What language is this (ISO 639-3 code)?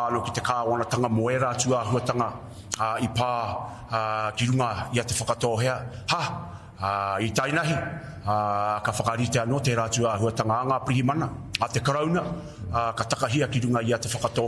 mri